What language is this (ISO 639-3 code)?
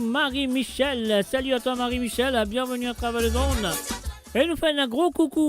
mfe